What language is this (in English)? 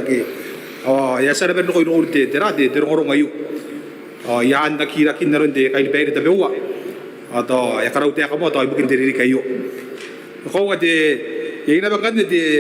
Gilbertese